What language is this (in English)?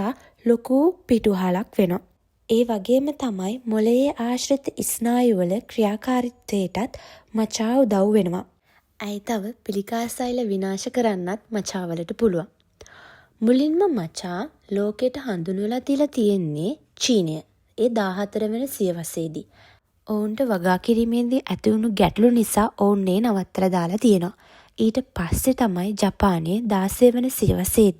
Sinhala